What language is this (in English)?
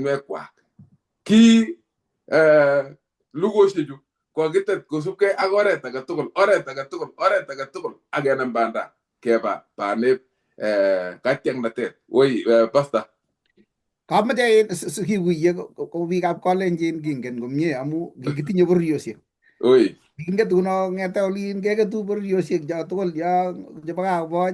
Kalenjin